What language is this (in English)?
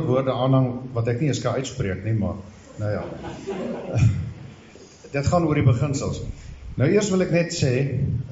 Afrikaans